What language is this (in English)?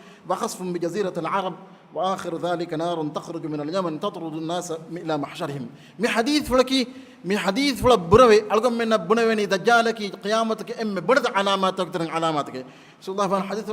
Divehi